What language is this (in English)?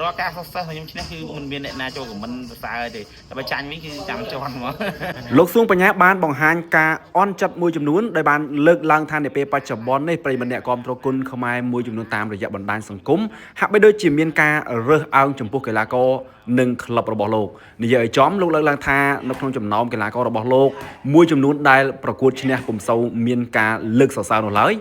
Khmer